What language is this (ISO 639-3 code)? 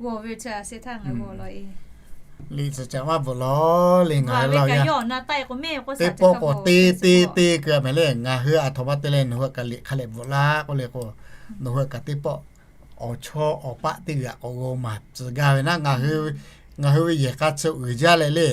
lhu